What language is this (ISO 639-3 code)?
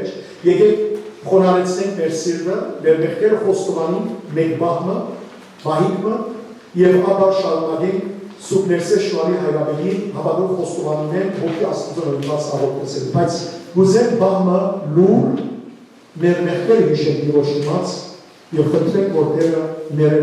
hyw